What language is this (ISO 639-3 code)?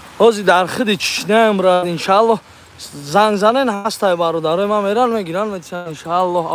tgk